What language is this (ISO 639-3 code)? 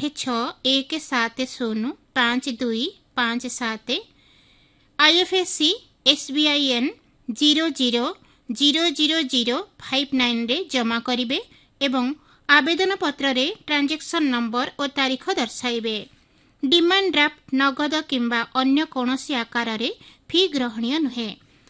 ori